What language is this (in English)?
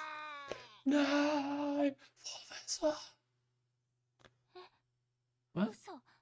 German